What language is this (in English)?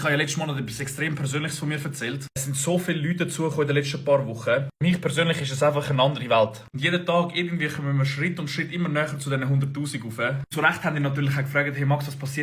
Swiss German